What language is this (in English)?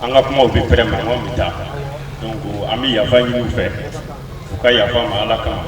Bambara